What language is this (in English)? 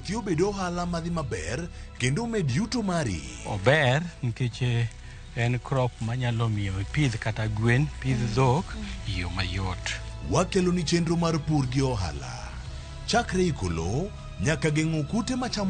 Luo (Kenya and Tanzania)